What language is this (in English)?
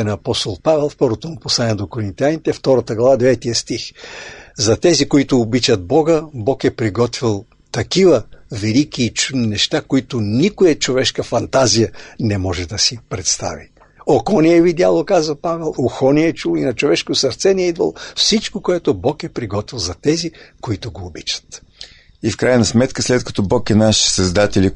Bulgarian